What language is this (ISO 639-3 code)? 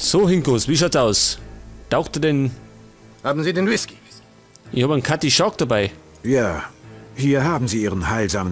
bar